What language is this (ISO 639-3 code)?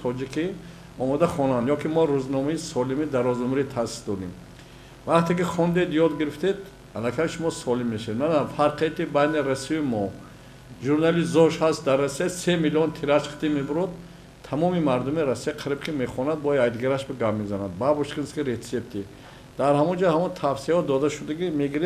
tgk